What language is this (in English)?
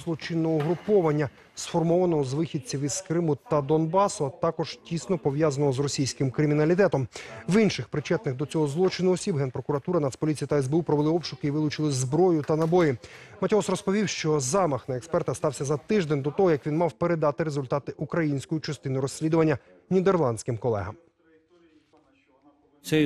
Ukrainian